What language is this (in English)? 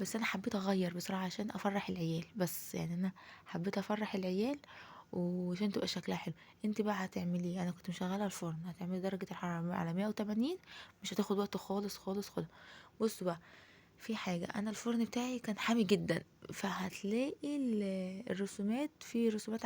Egyptian Arabic